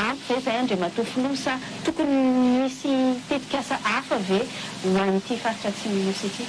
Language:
Malagasy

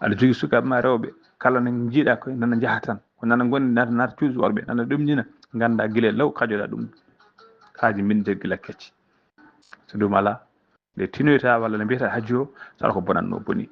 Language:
Fula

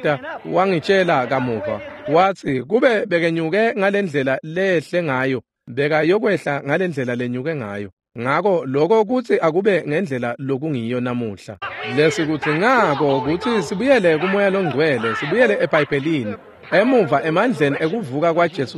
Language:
Swati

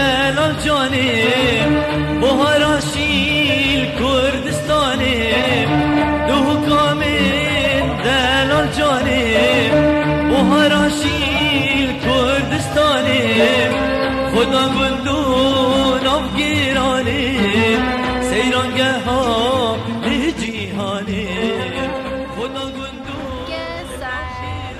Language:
Kurdish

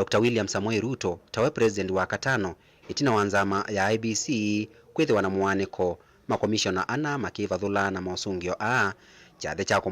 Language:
Kamba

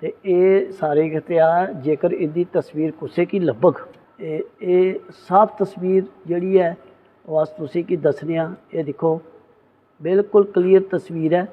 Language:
Dogri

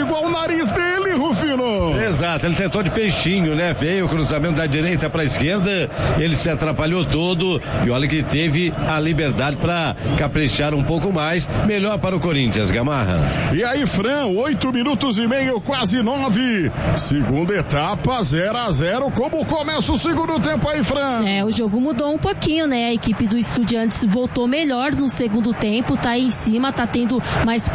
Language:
Portuguese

